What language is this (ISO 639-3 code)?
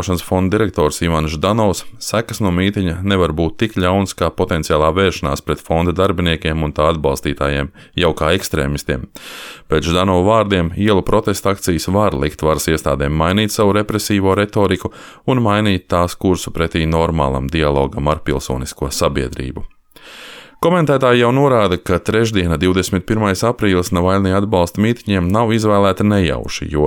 lav